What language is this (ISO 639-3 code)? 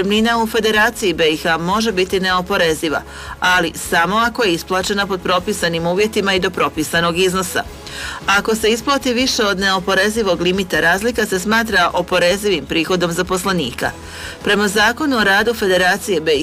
hrv